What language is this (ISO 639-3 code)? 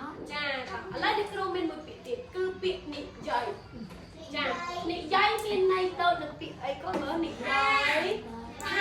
khm